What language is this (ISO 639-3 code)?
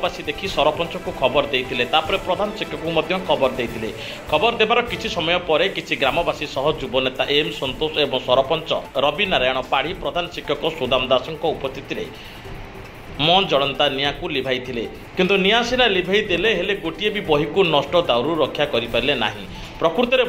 ori